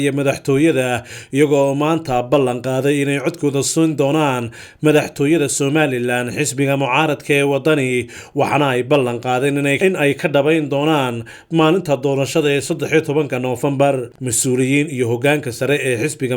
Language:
Somali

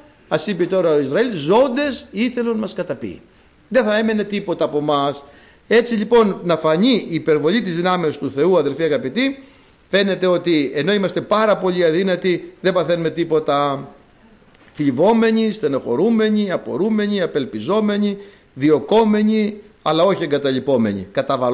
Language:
Greek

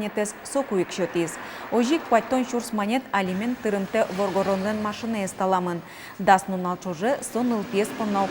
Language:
Udmurt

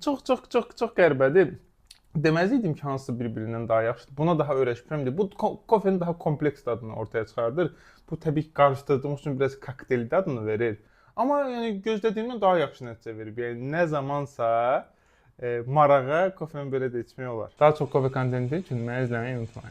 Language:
Azerbaijani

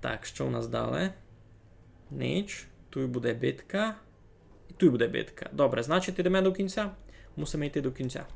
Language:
Rusyn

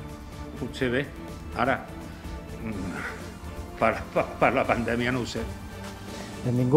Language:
Catalan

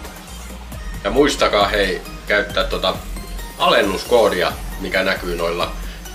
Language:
Finnish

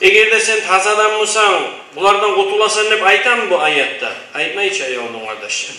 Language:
Kumyk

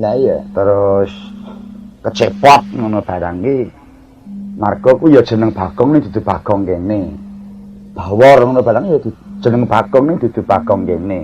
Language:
Javanese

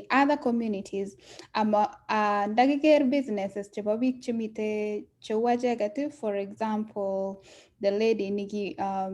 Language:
Kalenjin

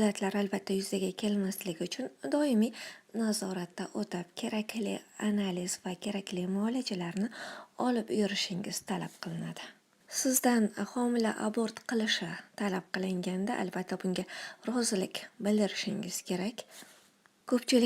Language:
Uzbek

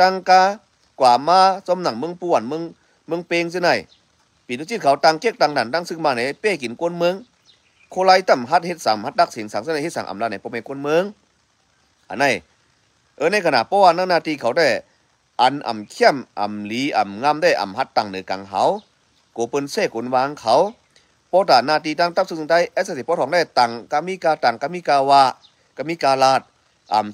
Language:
Shan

